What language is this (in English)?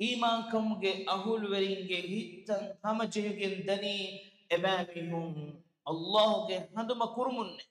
Divehi